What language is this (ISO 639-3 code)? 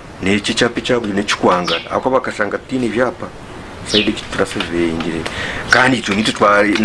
nyn